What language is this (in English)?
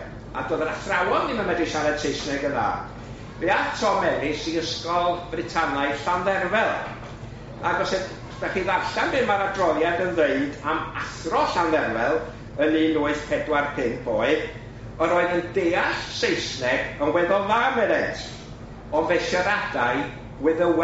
Welsh